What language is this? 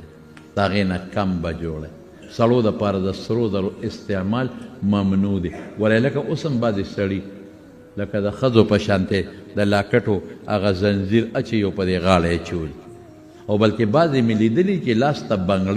Pashto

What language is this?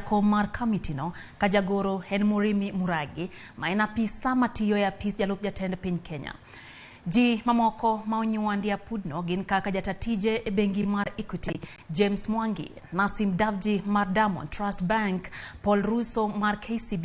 Luo (Kenya and Tanzania)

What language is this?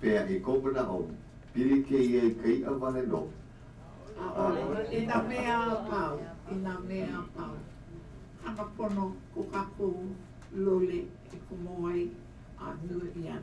Hawaiian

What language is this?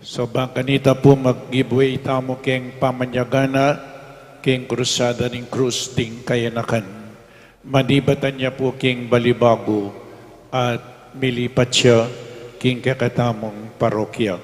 Pampanga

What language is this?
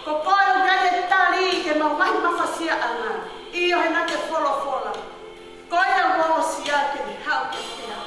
Tongan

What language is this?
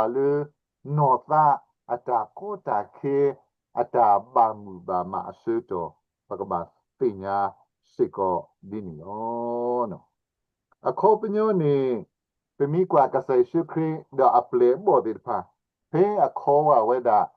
S'gaw Karen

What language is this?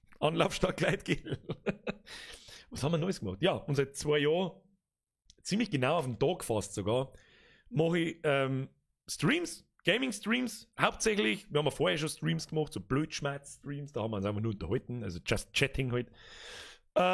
Bavarian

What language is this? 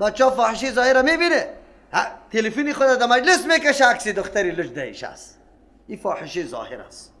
Persian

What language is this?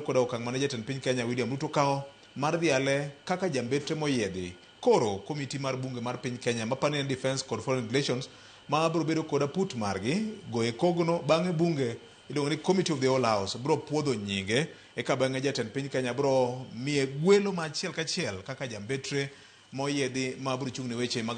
Luo (Kenya and Tanzania)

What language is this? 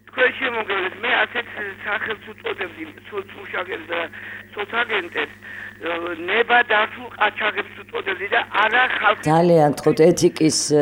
Georgian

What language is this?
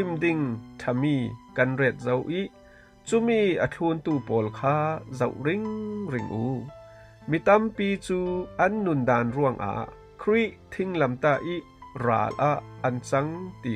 Falam Chin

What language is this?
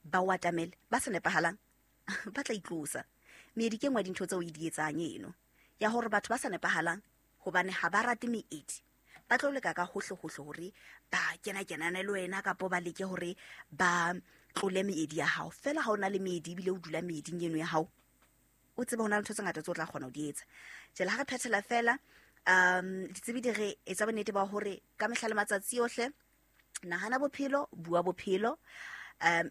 Southern Sotho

